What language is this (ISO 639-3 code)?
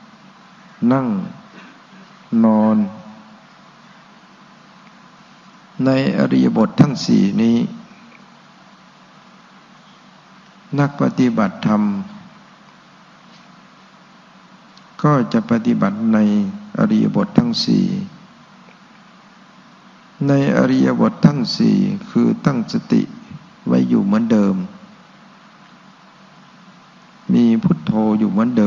tha